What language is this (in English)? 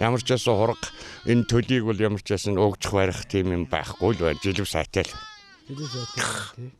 Mongolian